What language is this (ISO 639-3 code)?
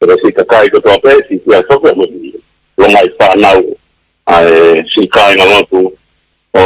ton